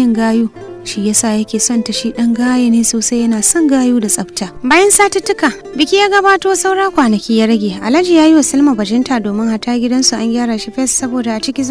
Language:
Hausa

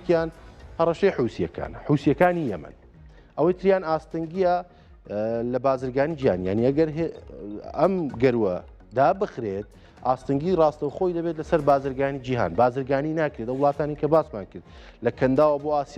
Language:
Central Kurdish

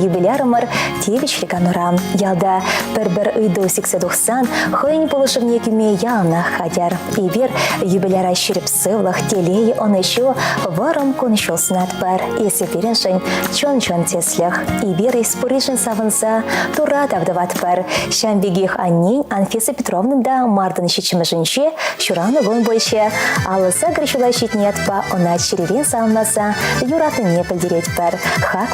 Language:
Chuvash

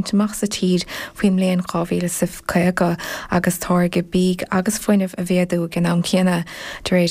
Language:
Irish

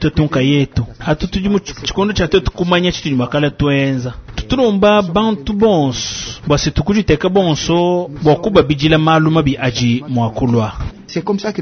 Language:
Luba-Lulua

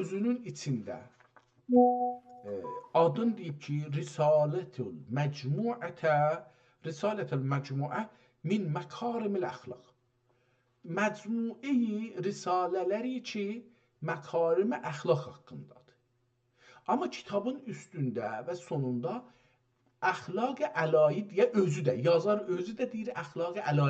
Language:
South Azerbaijani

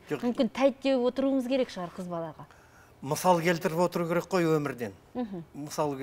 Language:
Kazakh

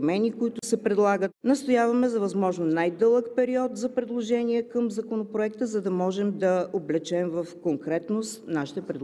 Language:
Bulgarian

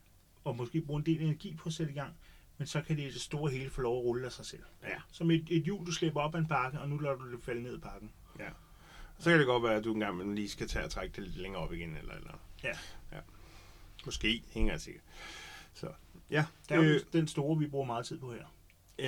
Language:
Danish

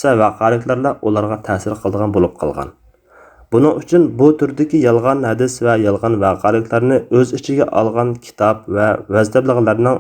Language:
Uyghur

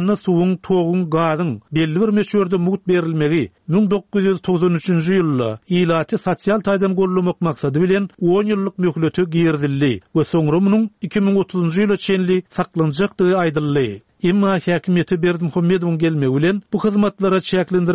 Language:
Turkmen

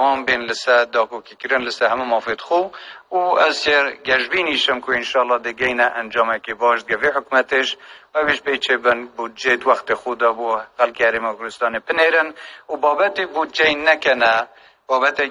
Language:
Kurdish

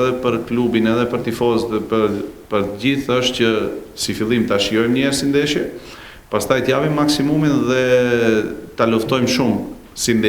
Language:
Albanian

